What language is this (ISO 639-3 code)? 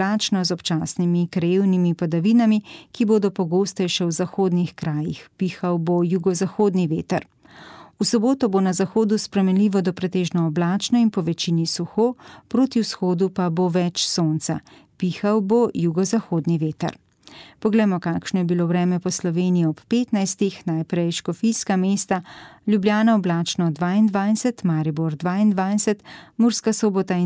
slv